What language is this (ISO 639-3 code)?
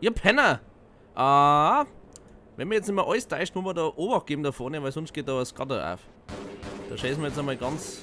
bar